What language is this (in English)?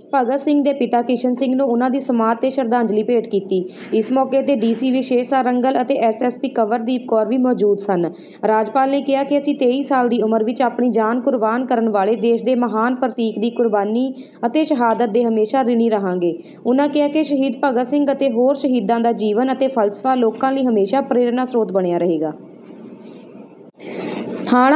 Punjabi